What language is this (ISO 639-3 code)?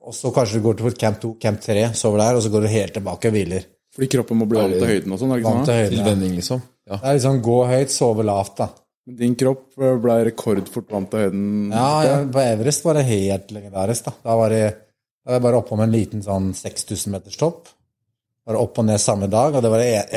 nor